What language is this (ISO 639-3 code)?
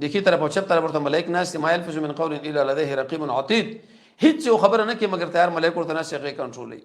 pus